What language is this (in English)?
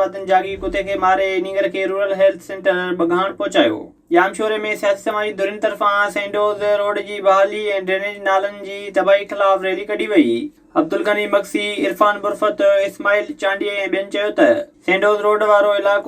Sindhi